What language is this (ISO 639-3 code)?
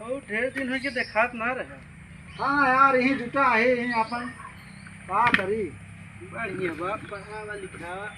awa